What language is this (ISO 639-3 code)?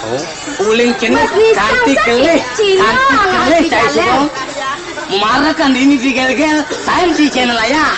ban